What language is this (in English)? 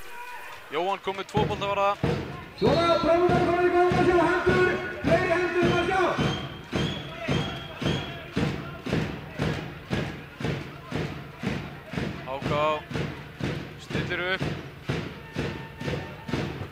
Icelandic